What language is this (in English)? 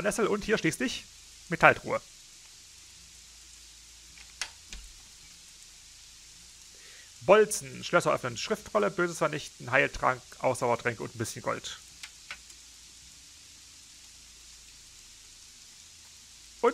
German